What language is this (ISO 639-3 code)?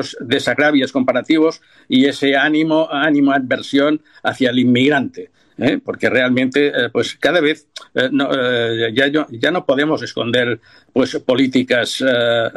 spa